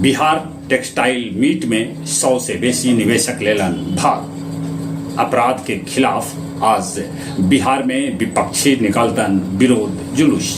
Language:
Magahi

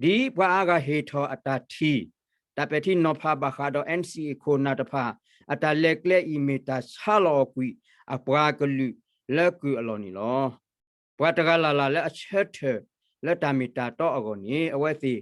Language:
S'gaw Karen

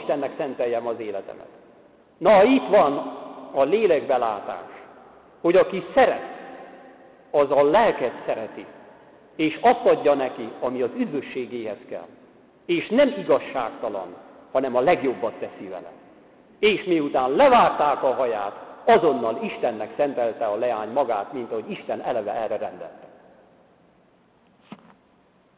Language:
Hungarian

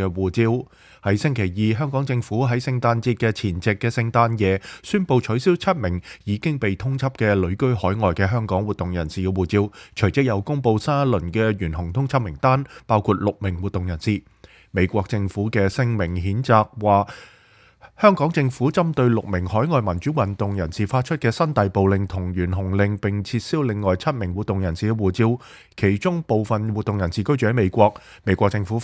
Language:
Cantonese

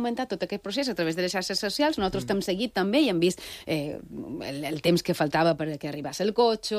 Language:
Catalan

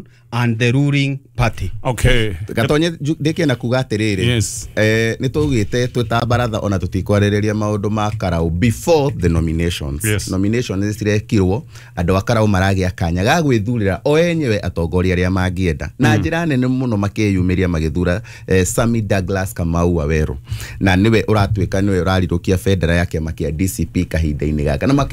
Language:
Kikuyu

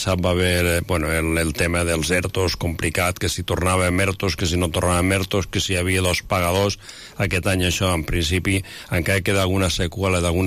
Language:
Catalan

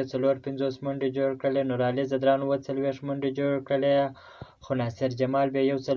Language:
Pashto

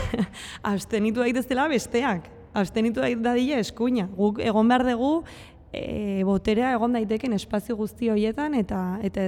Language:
Basque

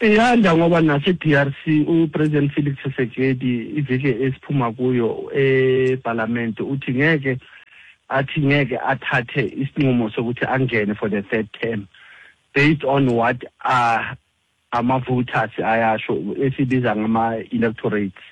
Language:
Xhosa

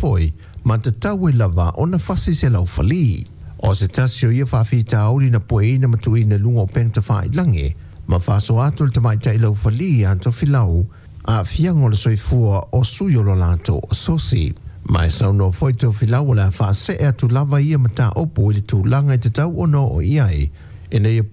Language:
Samoan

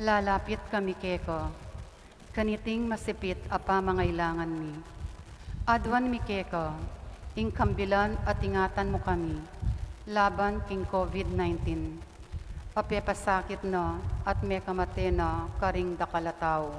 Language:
Pampanga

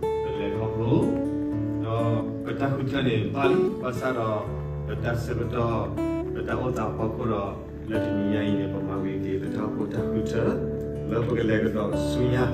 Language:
S'gaw Karen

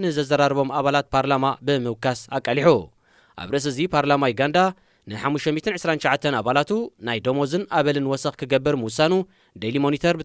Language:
Tigrinya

